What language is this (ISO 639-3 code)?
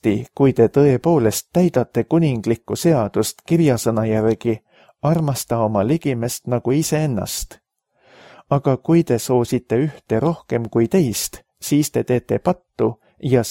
est